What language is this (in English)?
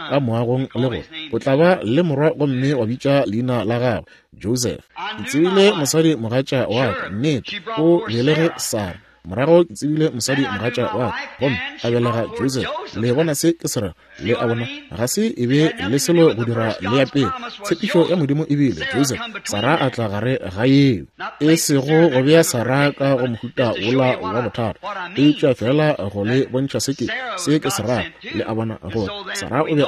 Northern Sotho